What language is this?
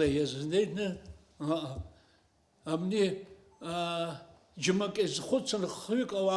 Abkhazian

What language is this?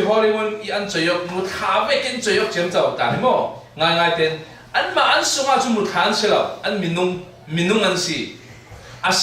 Falam Chin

